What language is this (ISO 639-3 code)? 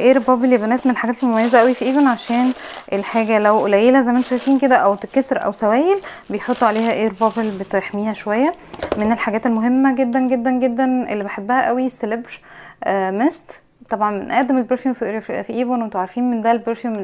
arz